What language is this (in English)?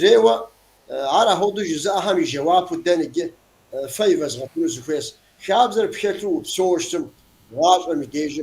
Kabardian